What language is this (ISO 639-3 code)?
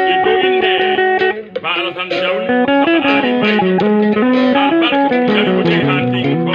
ful